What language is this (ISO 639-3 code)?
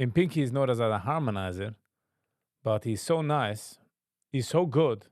yid